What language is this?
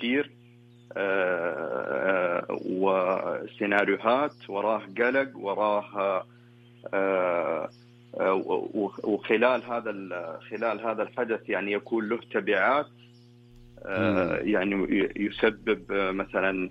Najdi Arabic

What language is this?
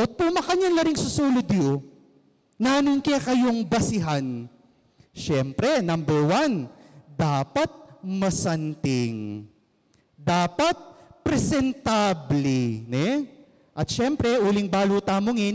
Pampanga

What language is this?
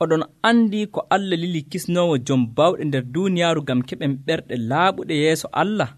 Nigerian Fulfulde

